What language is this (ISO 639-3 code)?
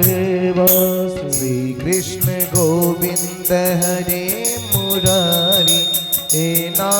mai